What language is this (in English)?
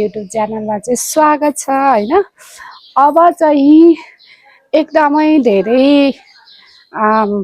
Nepali